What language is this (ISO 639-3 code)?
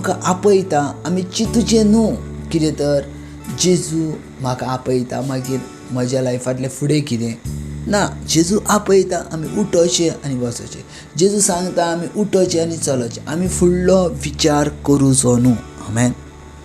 kok